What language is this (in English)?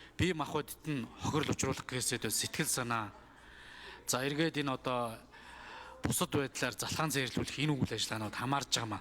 Mongolian